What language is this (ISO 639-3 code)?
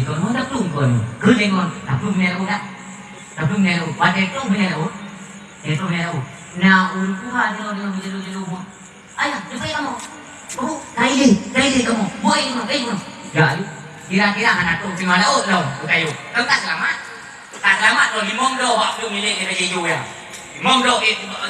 ace